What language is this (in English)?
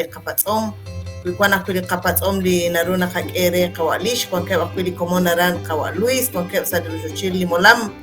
Kekchí